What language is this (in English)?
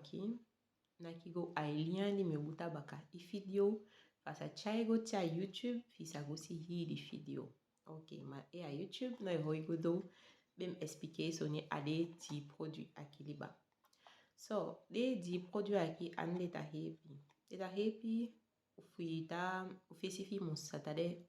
Saramaccan